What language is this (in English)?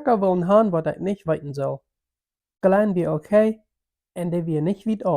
Plautdietsch